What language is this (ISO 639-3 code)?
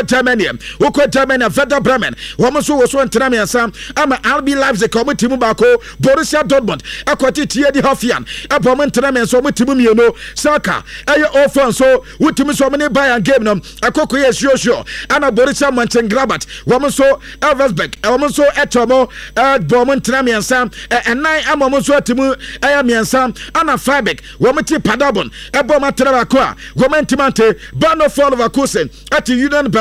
aka